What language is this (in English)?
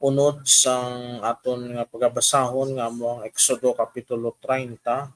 Hiligaynon